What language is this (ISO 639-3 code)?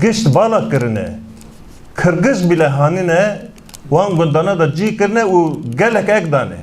kur